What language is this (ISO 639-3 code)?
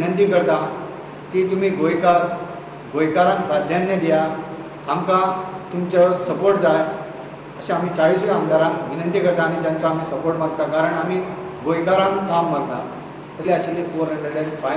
kok